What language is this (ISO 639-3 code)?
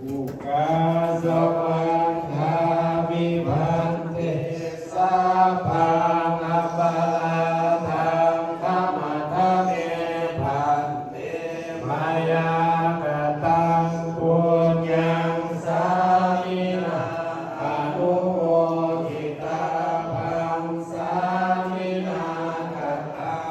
lao